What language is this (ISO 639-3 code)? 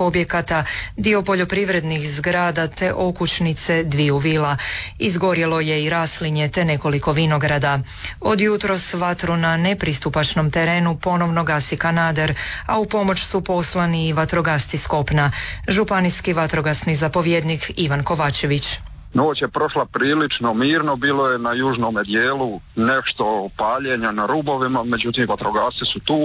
hrv